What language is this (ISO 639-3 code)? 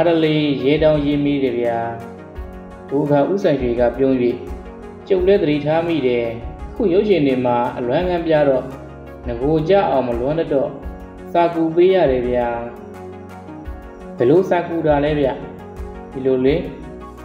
mya